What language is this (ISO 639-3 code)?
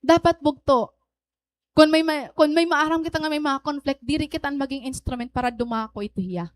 war